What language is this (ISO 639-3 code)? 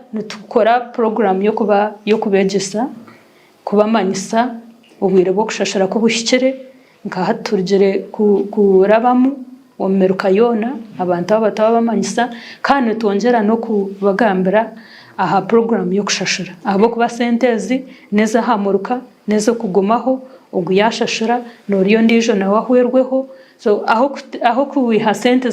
nyn